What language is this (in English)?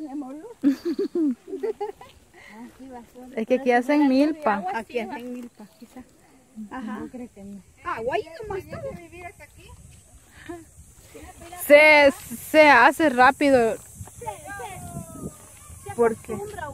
Spanish